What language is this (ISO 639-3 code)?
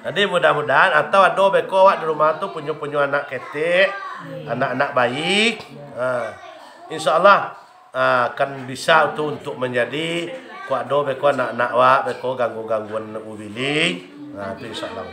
min